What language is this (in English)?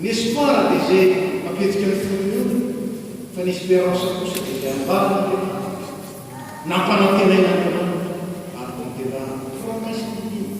Malagasy